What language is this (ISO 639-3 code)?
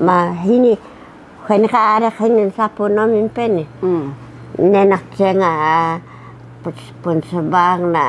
trv